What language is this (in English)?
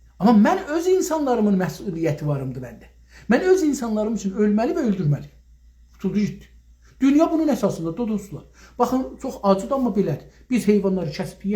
South Azerbaijani